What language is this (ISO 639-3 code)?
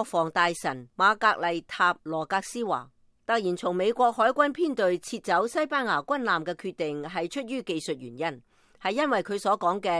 yue